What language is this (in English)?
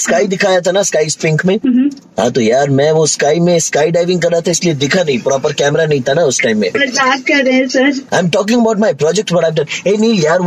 Hindi